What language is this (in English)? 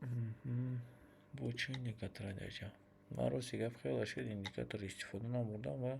Tajik